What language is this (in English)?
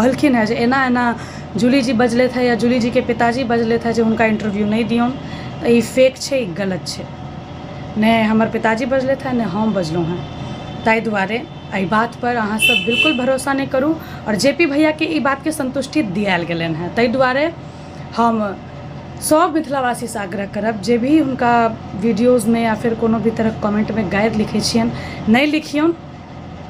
Maithili